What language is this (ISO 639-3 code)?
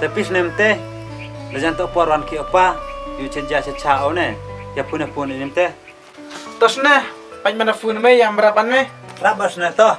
kha